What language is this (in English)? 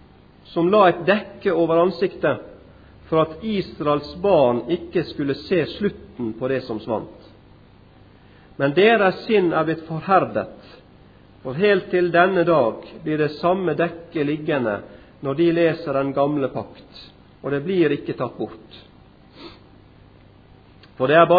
Norwegian